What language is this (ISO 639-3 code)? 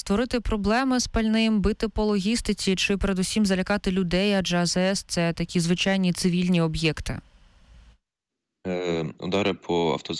ukr